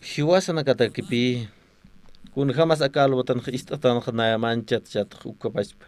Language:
Aymara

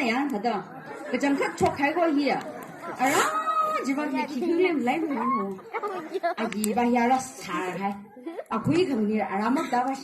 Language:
Tangkhul Naga (India)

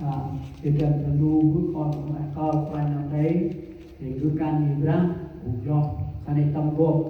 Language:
Central Mnong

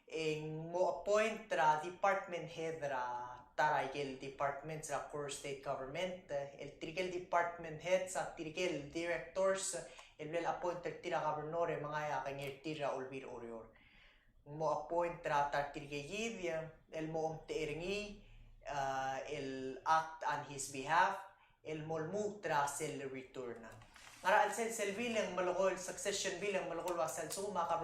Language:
Palauan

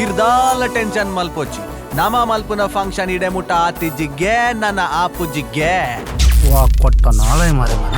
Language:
Tulu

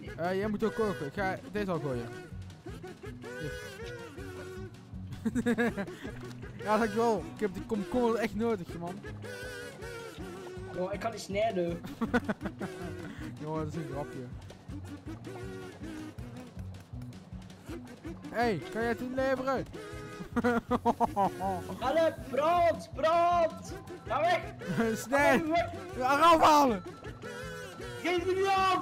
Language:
Dutch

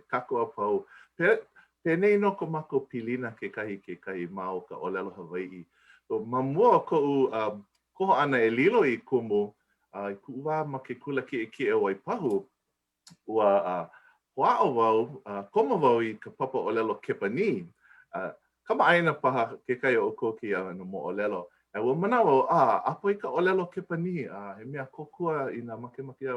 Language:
Hawaiian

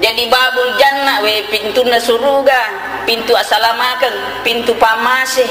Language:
Buginese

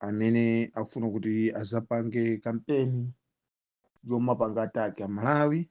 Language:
Nyanja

